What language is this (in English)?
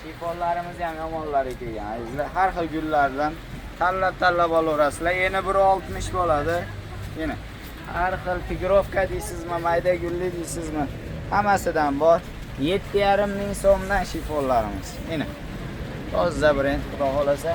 Uzbek